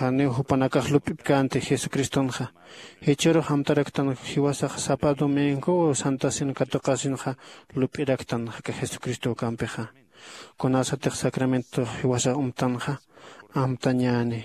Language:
Aymara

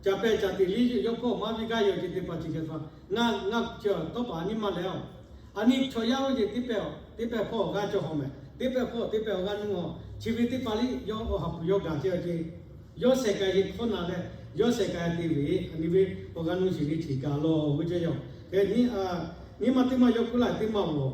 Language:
Lahu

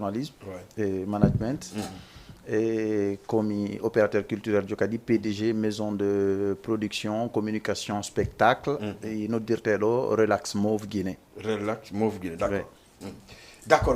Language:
Fula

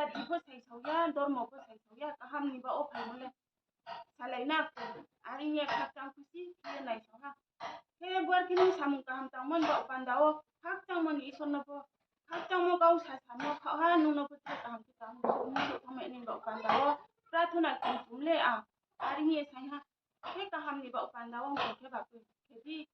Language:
Riang (India)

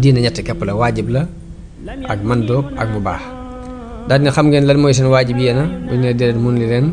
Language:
Wolof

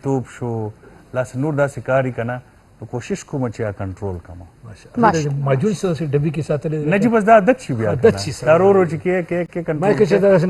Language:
Pashto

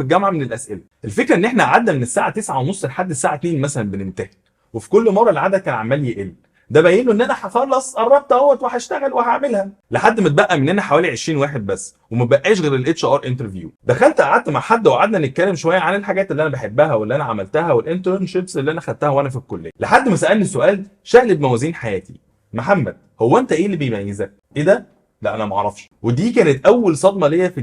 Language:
Egyptian Arabic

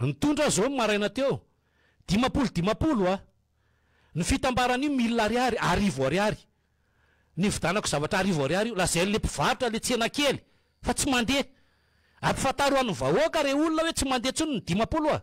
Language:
Malagasy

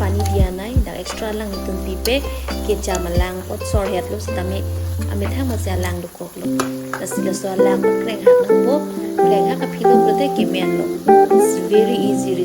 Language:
Karbi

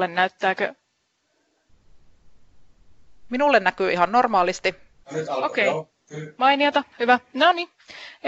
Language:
Finnish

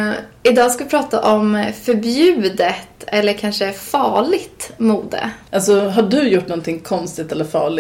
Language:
Swedish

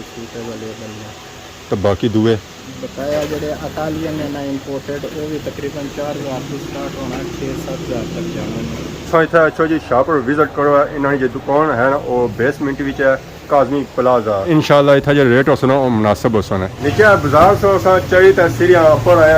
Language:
Pahari-Potwari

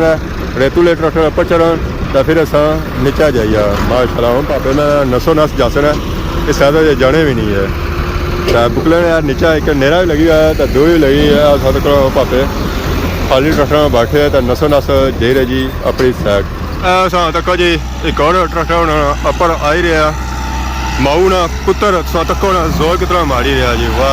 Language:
Pahari-Potwari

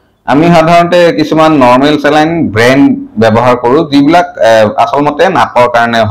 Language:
Assamese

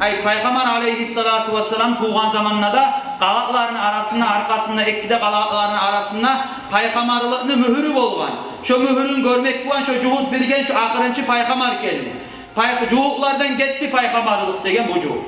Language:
Kumyk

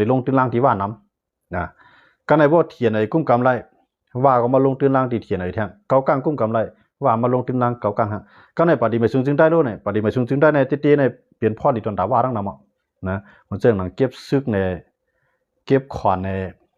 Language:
Shan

